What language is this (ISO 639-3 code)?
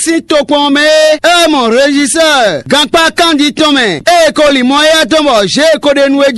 fon